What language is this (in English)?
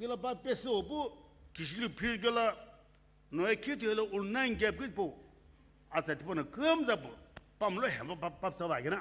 Sumi Naga